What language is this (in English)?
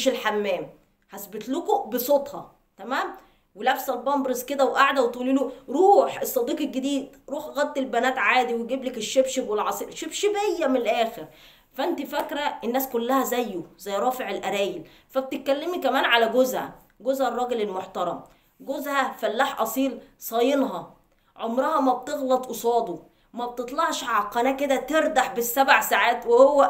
Egyptian Arabic